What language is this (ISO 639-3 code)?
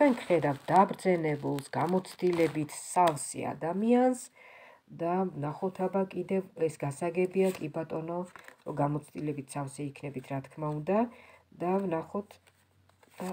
kat